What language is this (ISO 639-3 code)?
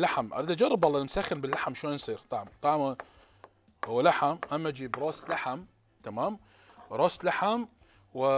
acm